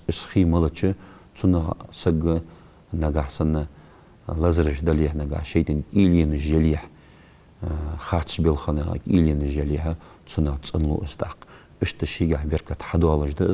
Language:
Ingush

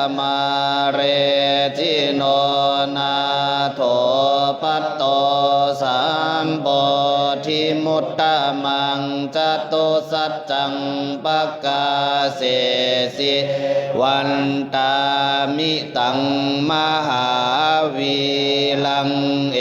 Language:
Pali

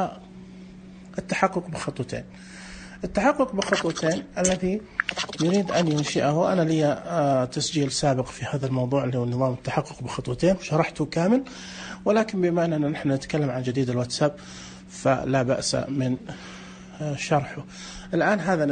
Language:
Najdi Arabic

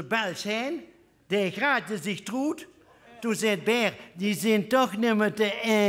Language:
Limburgish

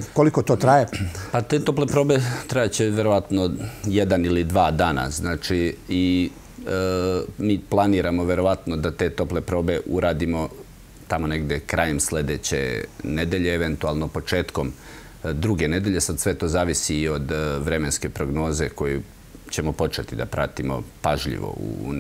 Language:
Serbian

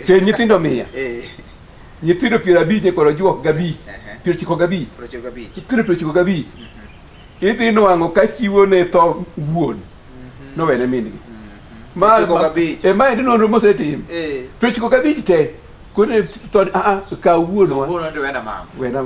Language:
Luo (Kenya and Tanzania)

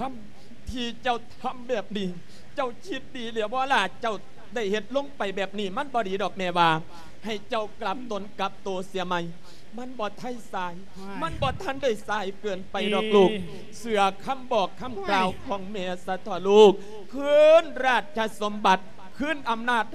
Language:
Lao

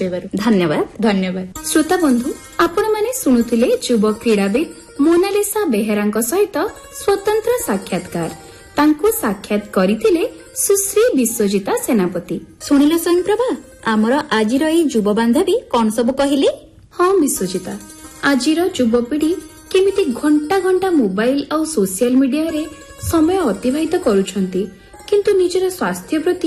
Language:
Odia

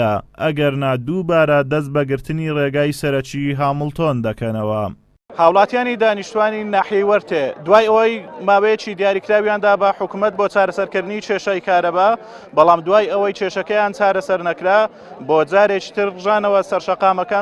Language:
Central Kurdish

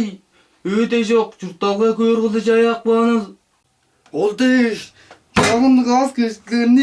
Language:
Tuvinian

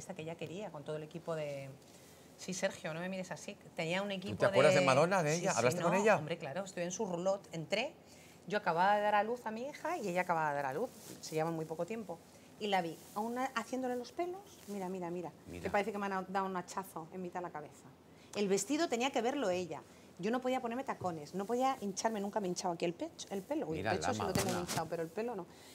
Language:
Spanish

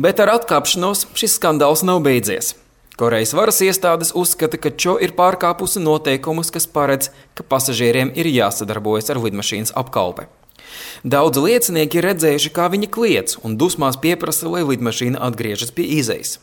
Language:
Latvian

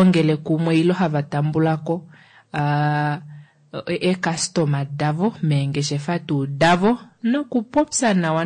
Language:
Kuanyama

